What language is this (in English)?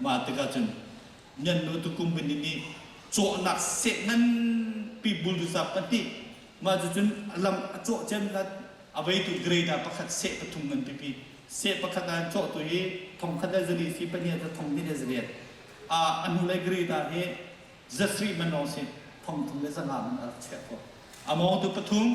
Hakha Chin